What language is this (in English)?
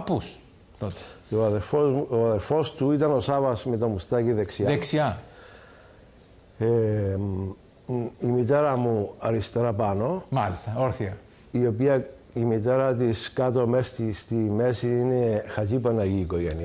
Greek